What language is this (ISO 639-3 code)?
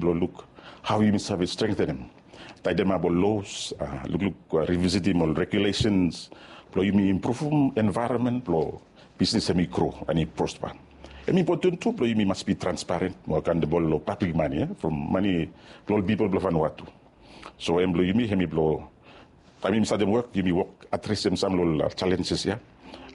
bis